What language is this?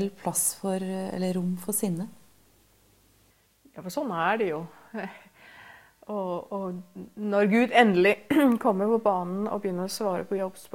Norwegian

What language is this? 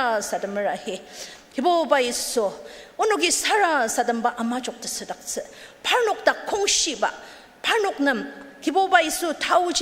Ao Naga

